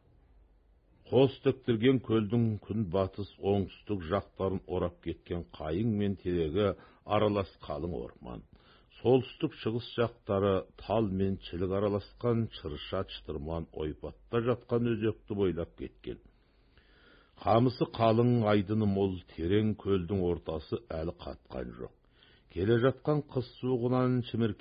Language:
Kazakh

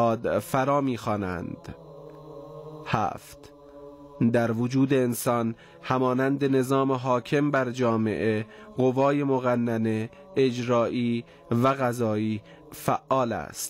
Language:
Persian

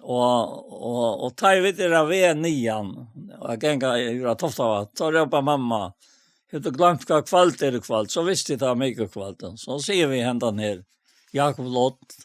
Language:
Faroese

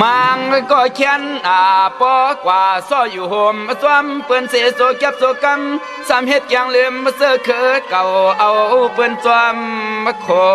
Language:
Shan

